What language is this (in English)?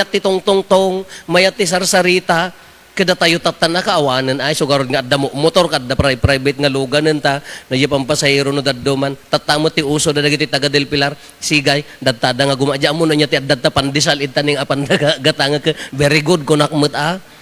Iloko